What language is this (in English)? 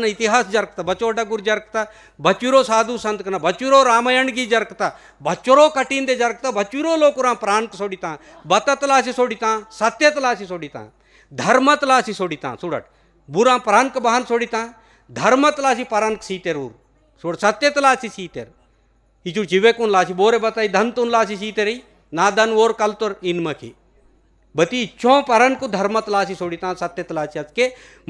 Gondi